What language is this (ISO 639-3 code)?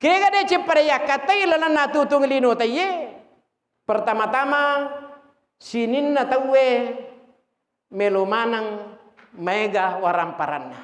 bug